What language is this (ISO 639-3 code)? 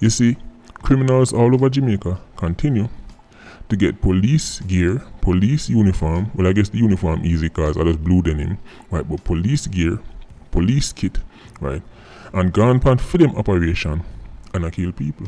jam